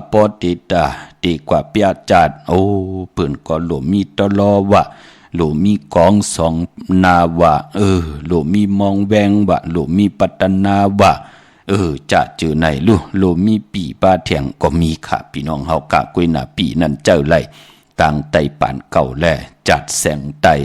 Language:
Shan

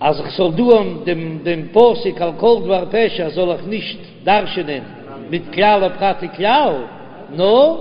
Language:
Yiddish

